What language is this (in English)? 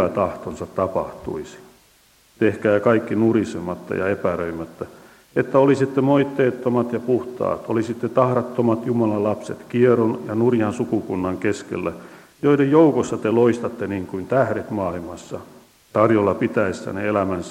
Finnish